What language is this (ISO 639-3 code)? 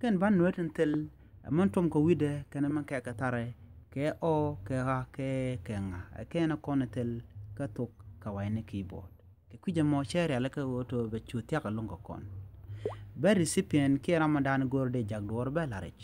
nus